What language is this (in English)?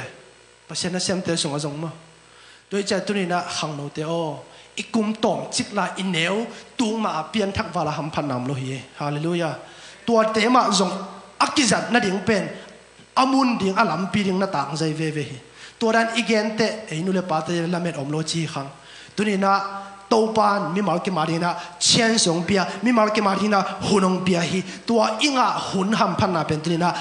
Tedim Chin